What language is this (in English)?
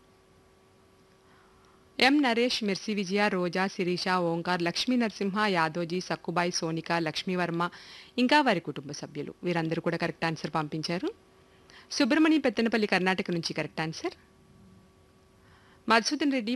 Telugu